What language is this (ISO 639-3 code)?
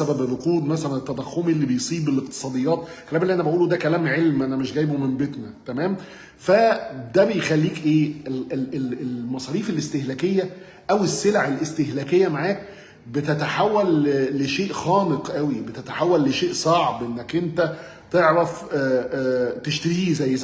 arz